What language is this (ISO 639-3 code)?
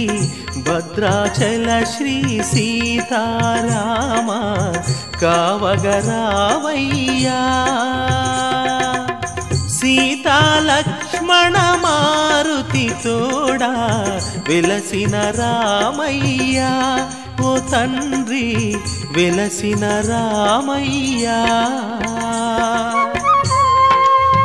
tel